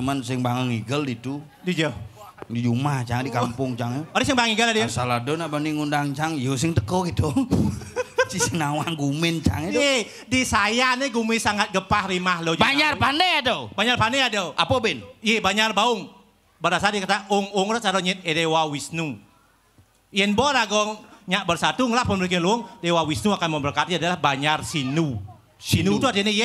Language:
Balinese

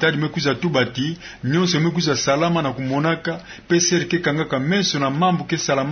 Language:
Kituba (Democratic Republic of Congo)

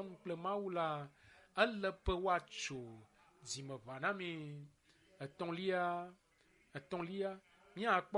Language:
Ewe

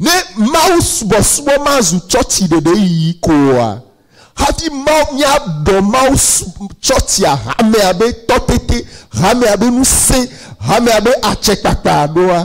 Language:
Ewe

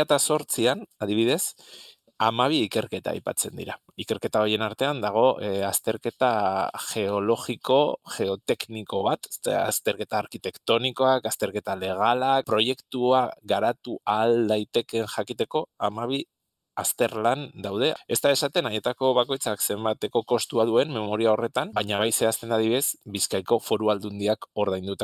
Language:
Basque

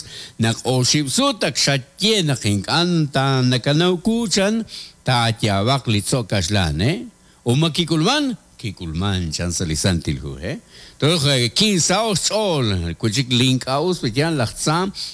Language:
Kekchí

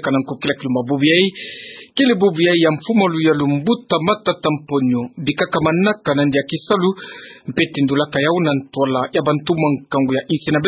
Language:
Kituba (Democratic Republic of Congo)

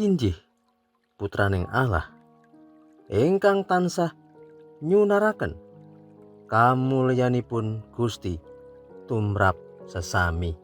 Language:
Javanese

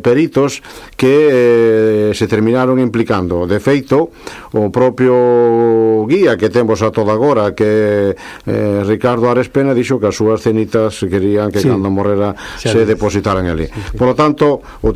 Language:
Galician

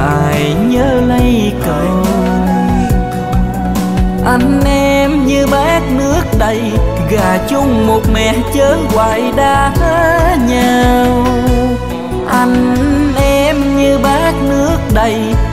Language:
Vietnamese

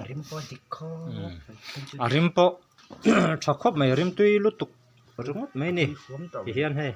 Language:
Mizo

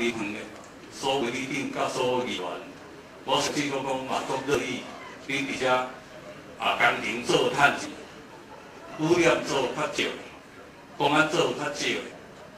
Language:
Min Nan Chinese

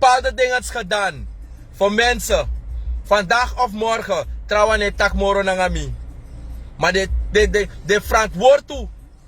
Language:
Sranan Tongo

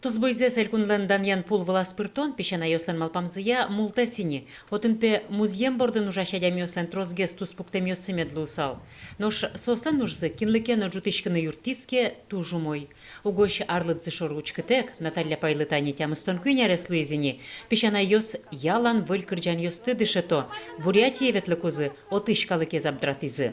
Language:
Udmurt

